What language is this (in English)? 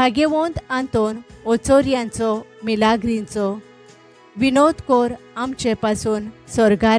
Konkani